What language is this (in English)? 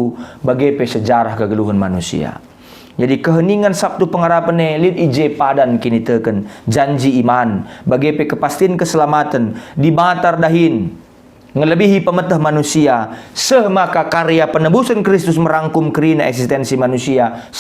Batak Karo